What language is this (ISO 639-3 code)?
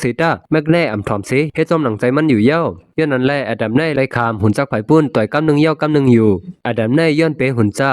shn